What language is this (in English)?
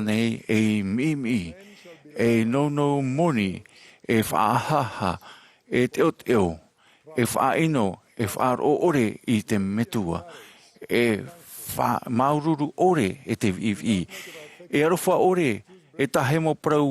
Tahitian